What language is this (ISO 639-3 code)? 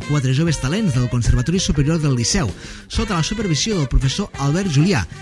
cat